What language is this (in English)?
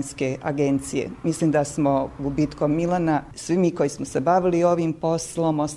Bosnian